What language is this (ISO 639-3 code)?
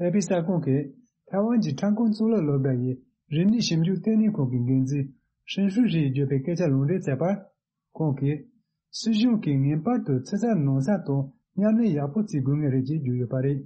bod